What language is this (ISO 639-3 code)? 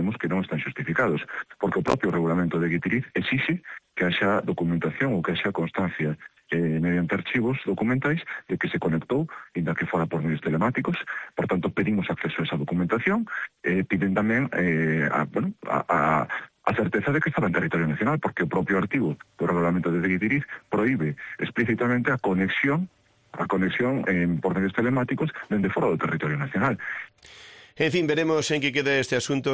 glg